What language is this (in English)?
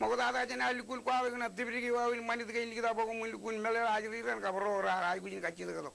Marshallese